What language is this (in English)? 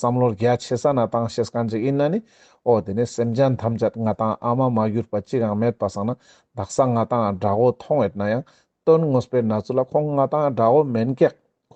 Ladakhi